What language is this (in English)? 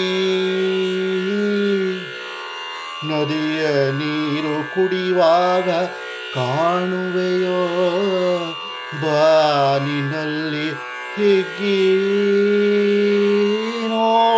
Kannada